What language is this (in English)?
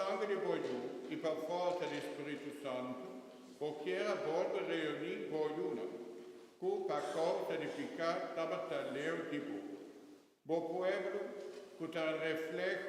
Papiamento